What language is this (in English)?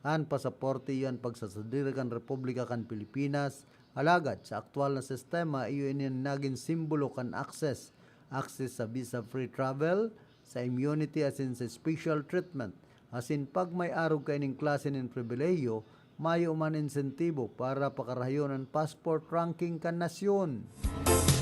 Bikol